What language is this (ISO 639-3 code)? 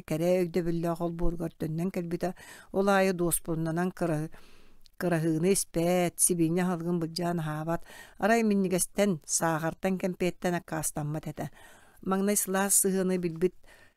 sah